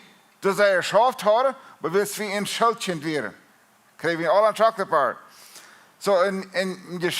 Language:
Plautdietsch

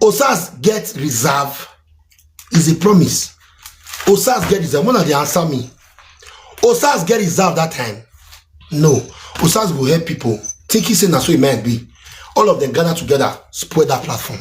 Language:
Nigerian Pidgin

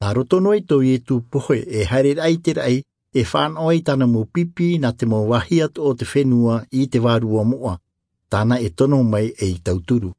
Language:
Tahitian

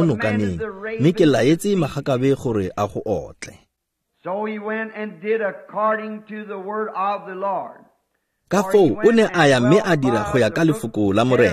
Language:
Tswana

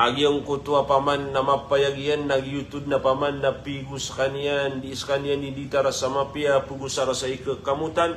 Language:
Maranao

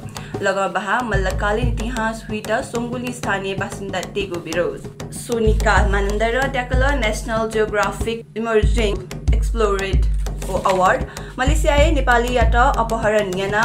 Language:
Newari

